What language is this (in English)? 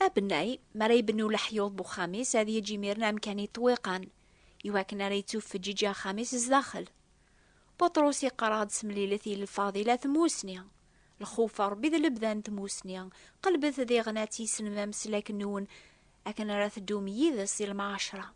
Kabyle